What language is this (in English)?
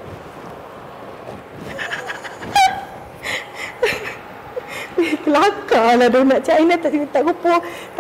Malay